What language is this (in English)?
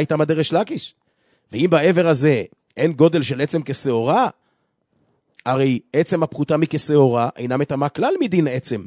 Hebrew